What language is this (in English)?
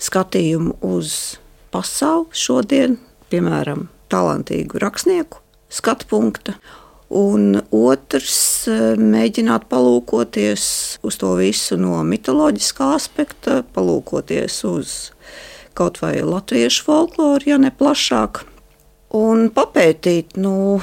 Latvian